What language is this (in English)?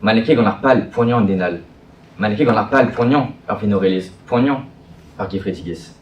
Breton